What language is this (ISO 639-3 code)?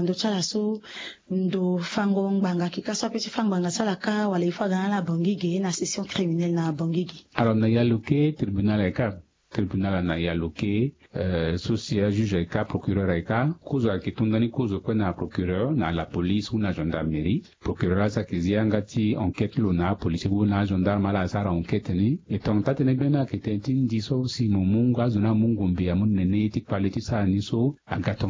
sag